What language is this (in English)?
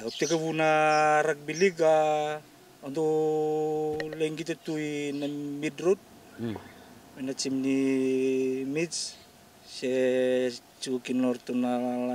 Fijian